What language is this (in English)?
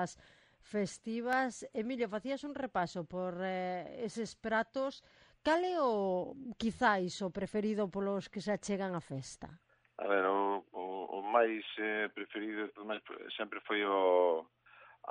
Galician